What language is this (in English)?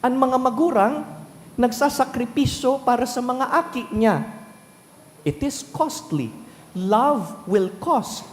Bikol